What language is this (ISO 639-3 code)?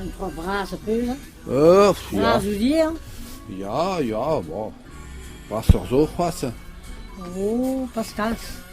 bre